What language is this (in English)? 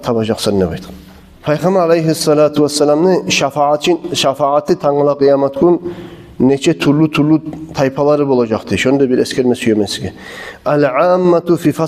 Kumyk